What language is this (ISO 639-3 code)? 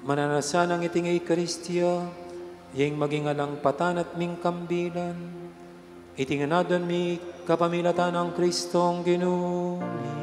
pam